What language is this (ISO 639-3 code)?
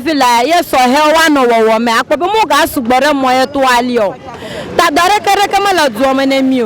ewe